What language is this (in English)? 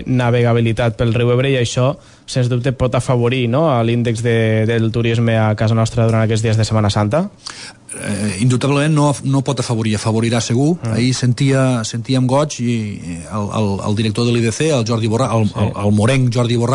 Catalan